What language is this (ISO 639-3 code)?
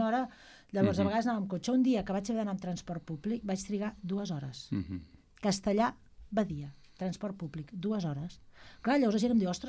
cat